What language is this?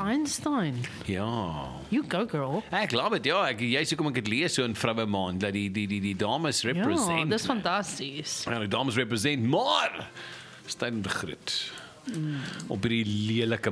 Afrikaans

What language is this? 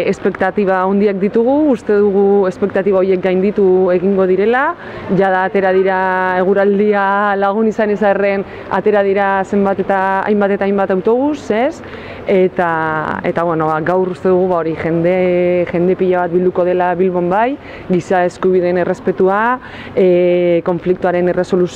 Basque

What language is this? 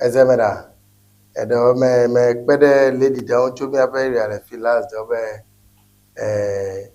Ewe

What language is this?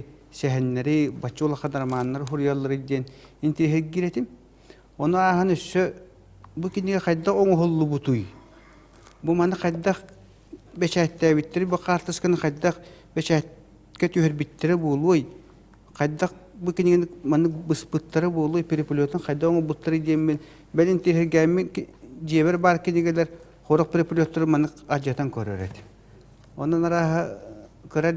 Yakut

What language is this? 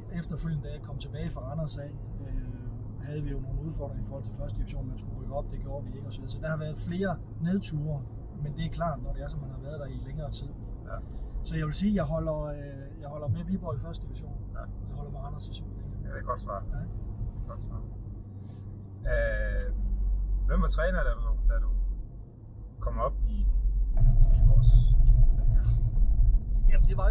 Danish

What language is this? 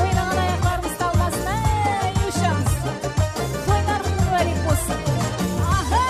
Kara-Kalpak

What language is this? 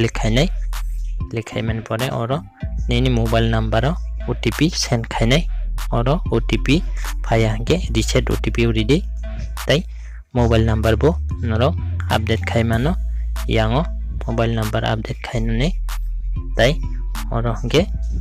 Kok Borok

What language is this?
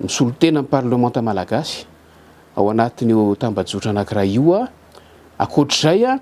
Malagasy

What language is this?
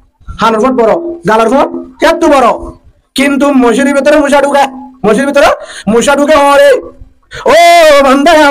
Rohingya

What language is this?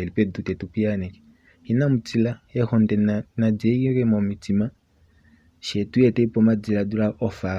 Kuanyama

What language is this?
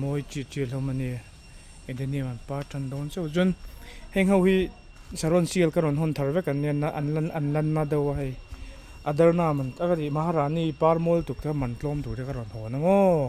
Mizo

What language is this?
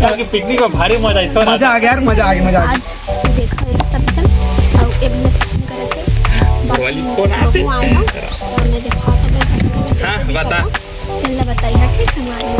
Chhattisgarhi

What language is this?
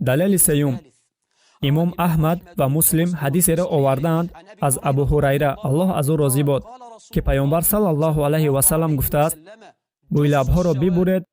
Tajik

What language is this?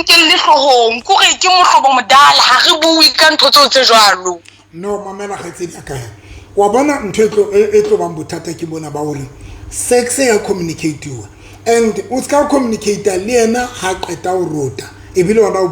Southern Sotho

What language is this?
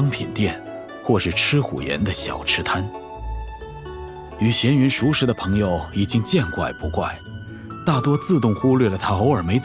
Chinese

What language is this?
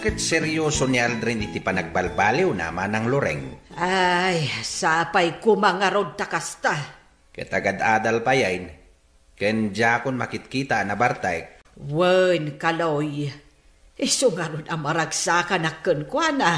Iloko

